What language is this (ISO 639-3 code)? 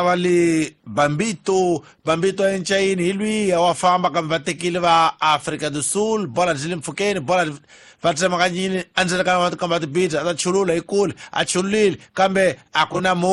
tso